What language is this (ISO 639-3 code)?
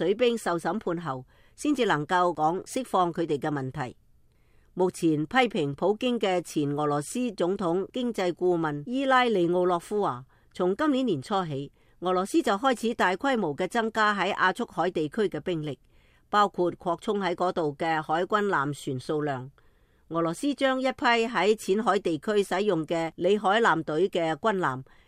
yue